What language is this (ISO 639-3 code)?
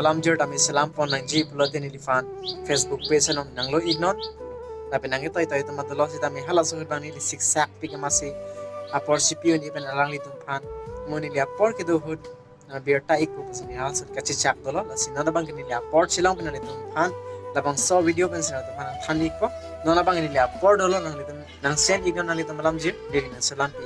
mjw